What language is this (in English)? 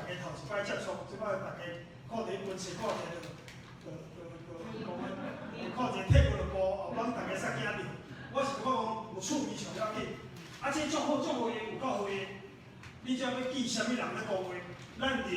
Min Nan Chinese